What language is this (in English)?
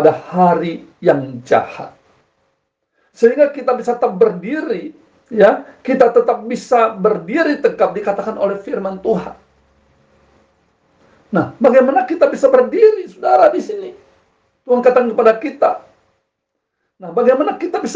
Indonesian